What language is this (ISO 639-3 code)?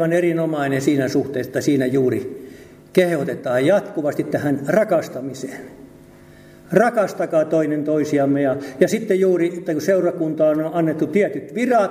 fin